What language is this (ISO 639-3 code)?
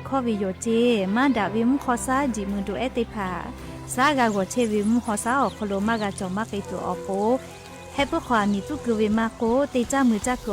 lhu